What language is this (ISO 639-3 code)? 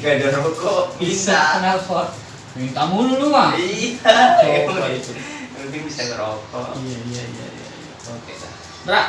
bew